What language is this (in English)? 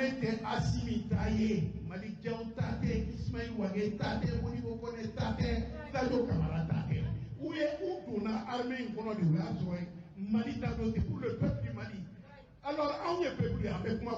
Bambara